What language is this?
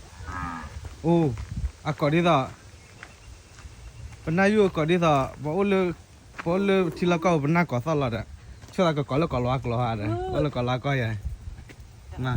S'gaw Karen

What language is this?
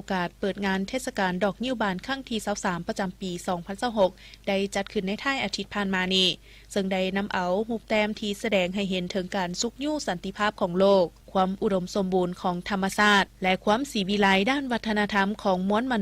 Lao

